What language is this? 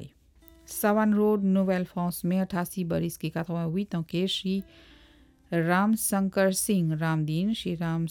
Bhojpuri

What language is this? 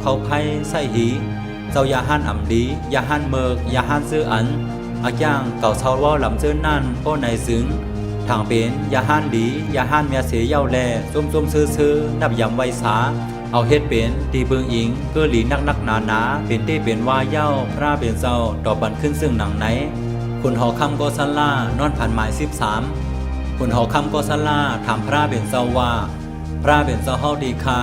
Shan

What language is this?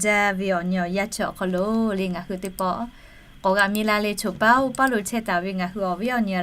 Lahu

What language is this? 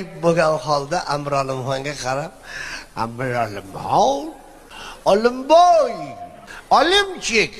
Uzbek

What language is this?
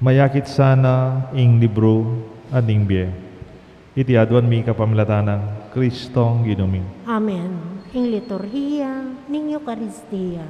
Pampanga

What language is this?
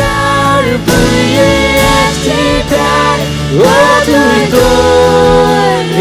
Faroese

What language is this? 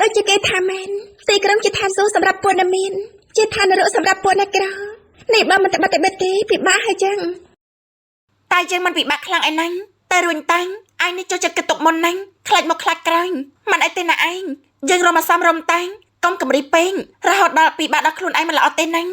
Khmer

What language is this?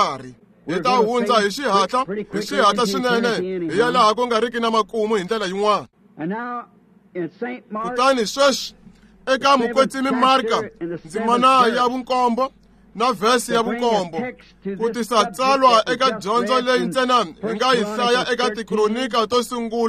Tsonga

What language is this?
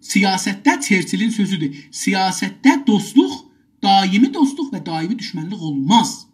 South Azerbaijani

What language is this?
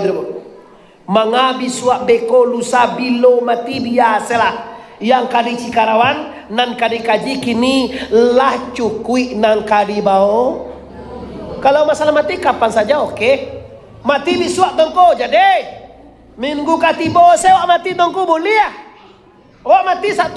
Minangkabau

